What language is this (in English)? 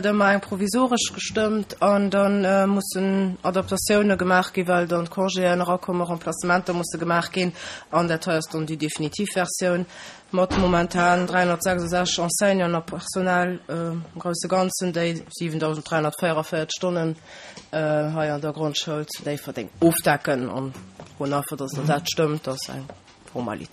Luxembourgish